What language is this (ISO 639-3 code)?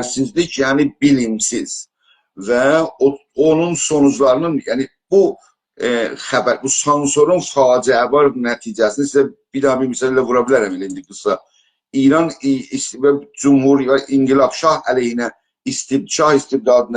azb